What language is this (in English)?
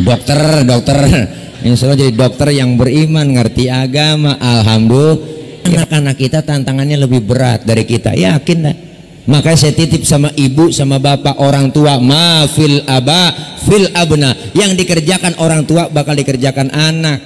Betawi